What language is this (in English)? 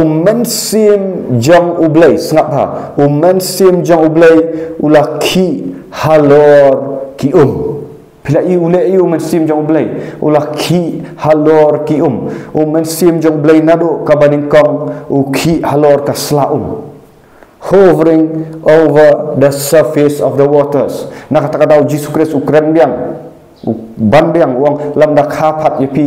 Khasi